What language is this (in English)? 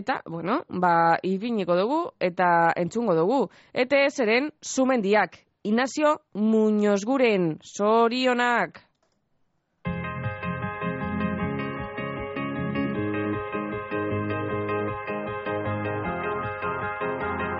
Basque